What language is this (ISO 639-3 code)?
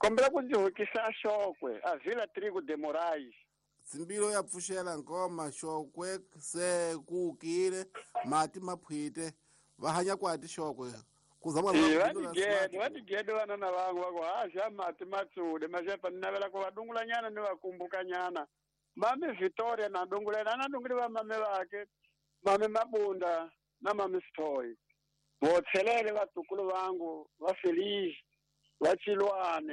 tso